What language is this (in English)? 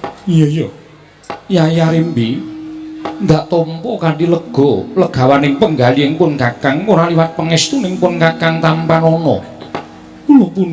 Javanese